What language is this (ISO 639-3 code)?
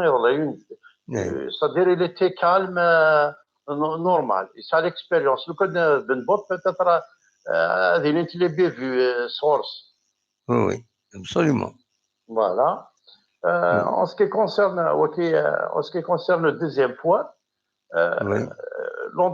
kab